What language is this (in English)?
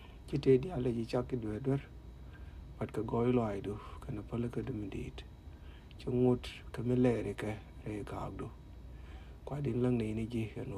Nuer